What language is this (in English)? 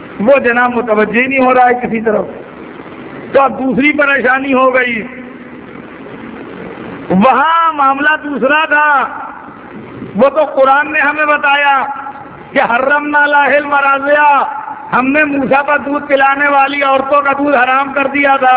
Urdu